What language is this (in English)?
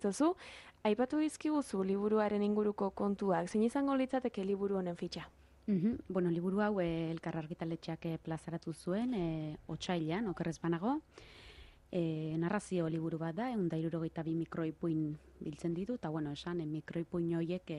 Basque